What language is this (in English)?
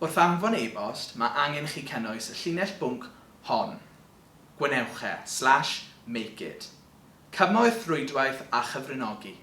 Welsh